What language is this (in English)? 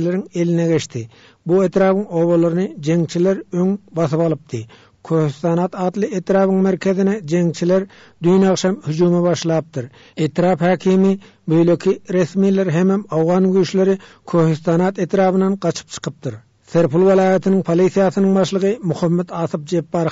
Turkmen